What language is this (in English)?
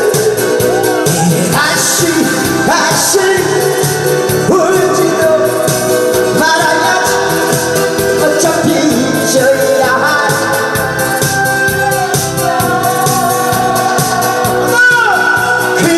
Korean